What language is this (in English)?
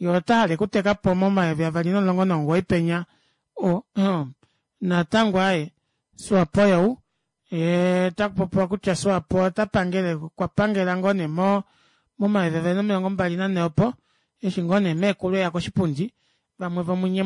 Kuanyama